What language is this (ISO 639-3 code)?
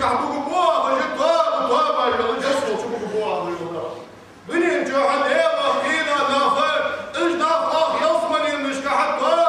inh